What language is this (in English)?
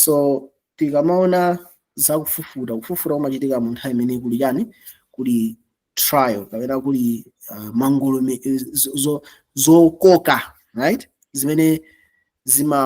Nyanja